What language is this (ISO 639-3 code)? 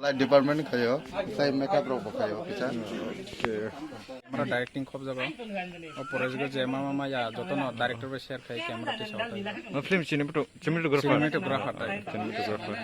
trp